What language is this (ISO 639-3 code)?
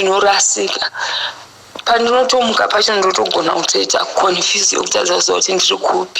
sna